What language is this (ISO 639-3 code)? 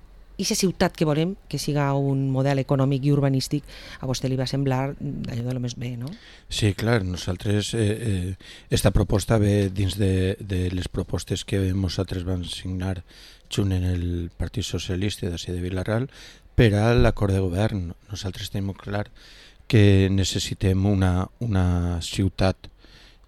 cat